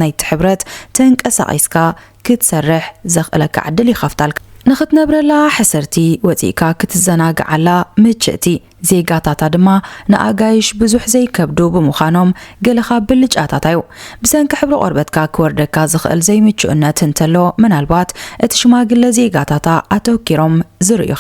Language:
Tigrinya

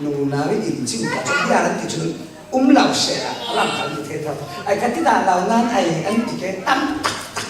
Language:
Falam Chin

